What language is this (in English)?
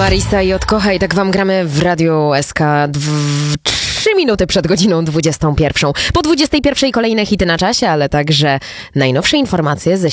Polish